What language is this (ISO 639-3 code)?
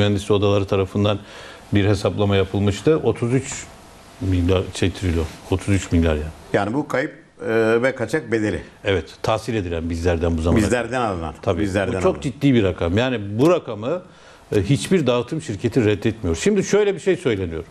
tur